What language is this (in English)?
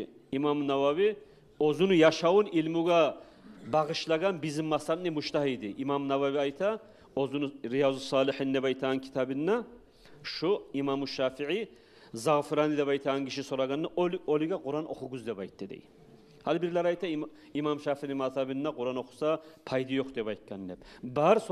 Kumyk